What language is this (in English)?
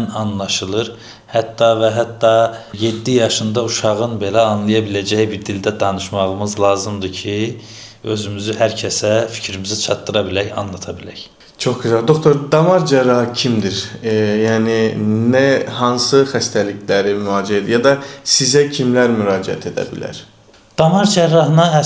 Azerbaijani